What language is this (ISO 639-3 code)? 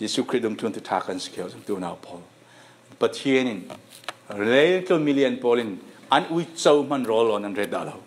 cfm